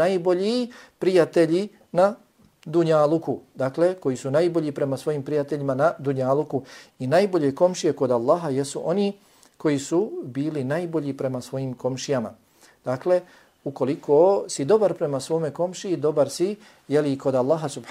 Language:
Bosnian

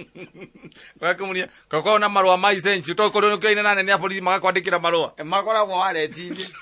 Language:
Kikuyu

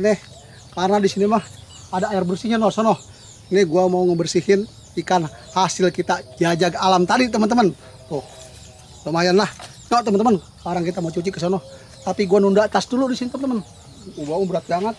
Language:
Betawi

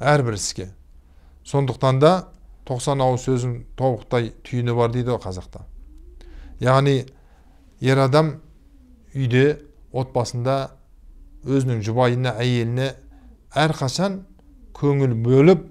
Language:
Kazakh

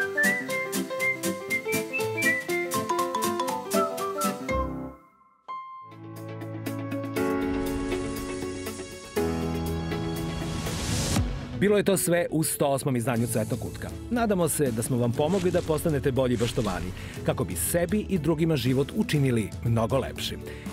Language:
Serbian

